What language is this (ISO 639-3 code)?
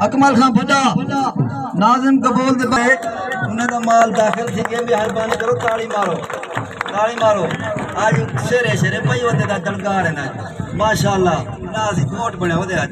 skr